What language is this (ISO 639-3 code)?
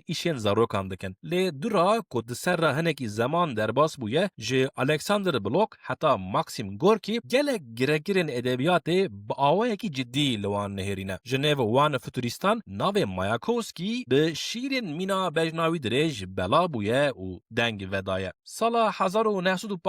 kur